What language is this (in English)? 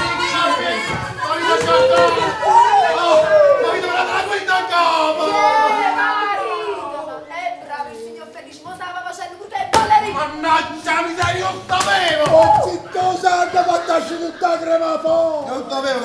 Neapolitan